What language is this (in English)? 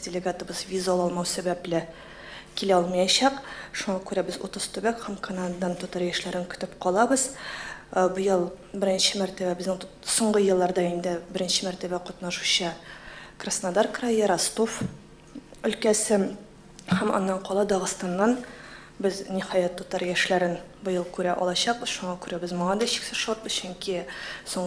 Tatar